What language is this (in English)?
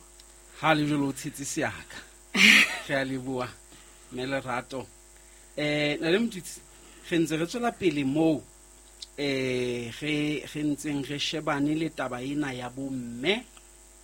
Southern Sotho